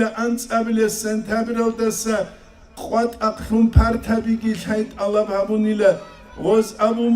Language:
Avaric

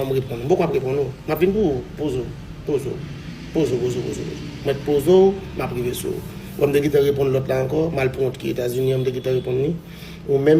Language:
Haitian Creole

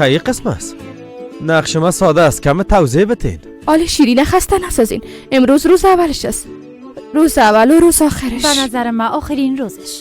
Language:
Persian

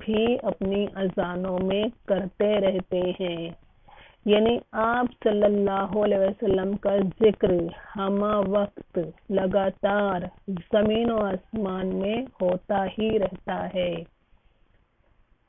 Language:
Urdu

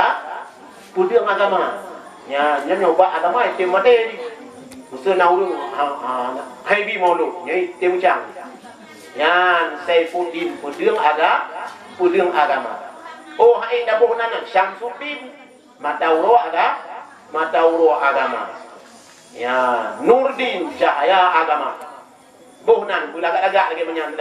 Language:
Achinese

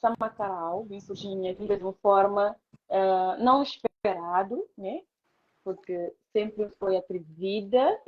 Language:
Kabuverdianu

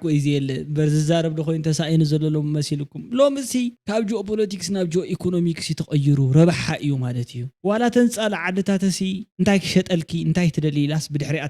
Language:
Tigrinya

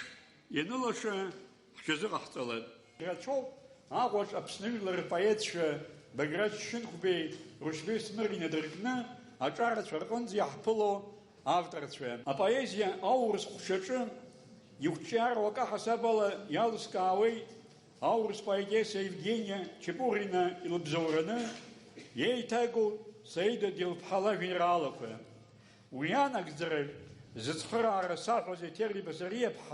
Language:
Abkhazian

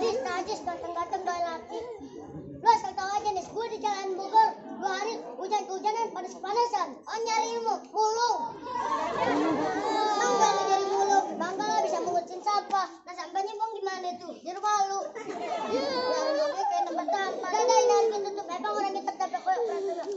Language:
Betawi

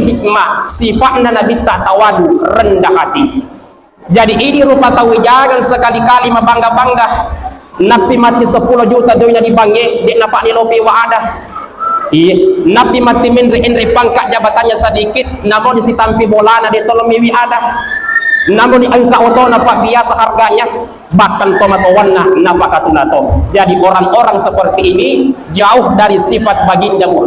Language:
Buginese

